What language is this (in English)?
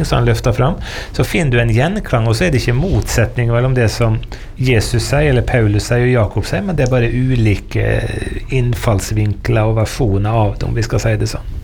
Norwegian